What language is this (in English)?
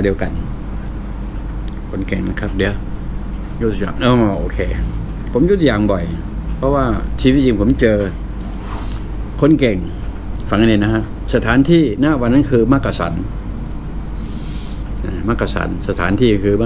Thai